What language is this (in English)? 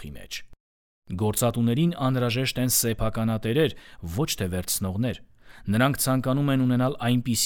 Armenian